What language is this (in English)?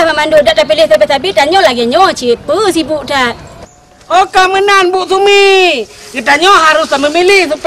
Achinese